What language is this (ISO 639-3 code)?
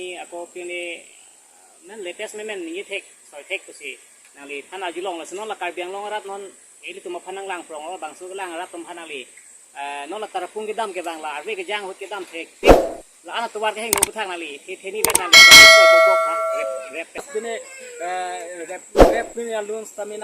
mjw